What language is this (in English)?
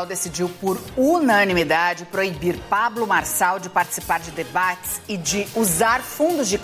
Portuguese